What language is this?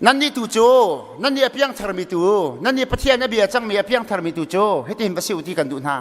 Hakha Chin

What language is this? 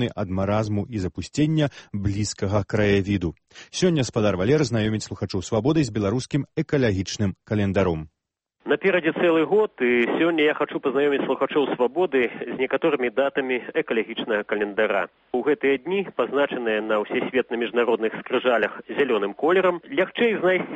Belarusian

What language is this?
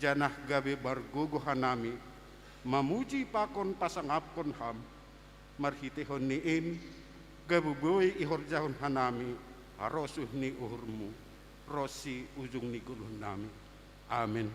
Batak Simalungun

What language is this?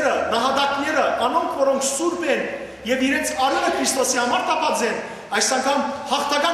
Western Armenian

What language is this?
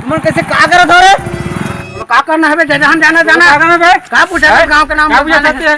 Chhattisgarhi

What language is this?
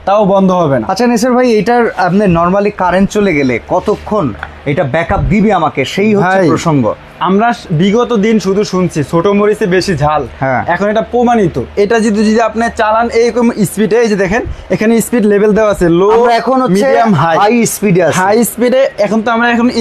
Bangla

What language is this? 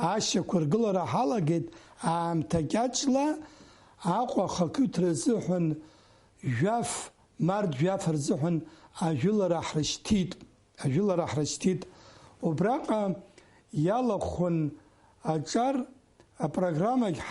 Abkhazian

